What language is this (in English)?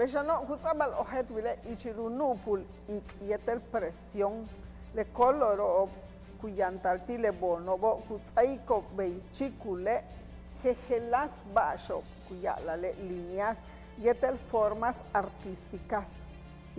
Yucateco